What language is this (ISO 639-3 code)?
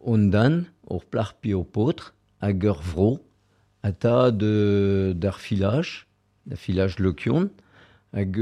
bre